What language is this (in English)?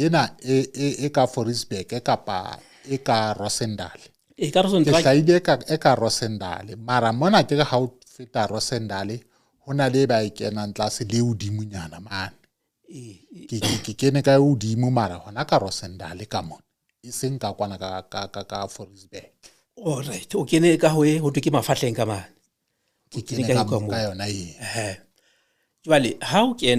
Southern Sotho